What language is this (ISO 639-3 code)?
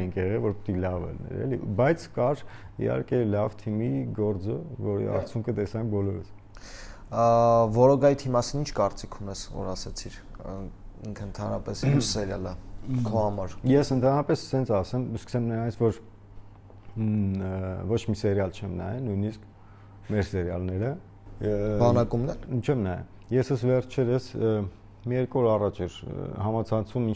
hye